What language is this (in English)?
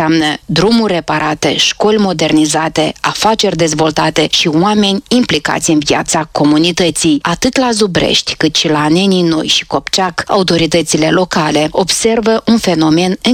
Romanian